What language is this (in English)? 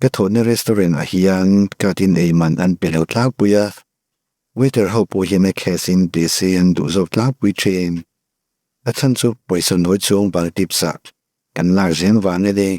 Mizo